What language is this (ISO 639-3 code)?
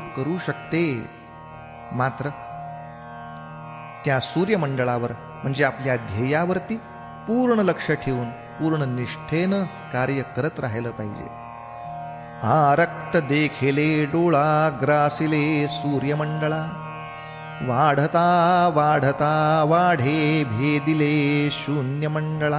mar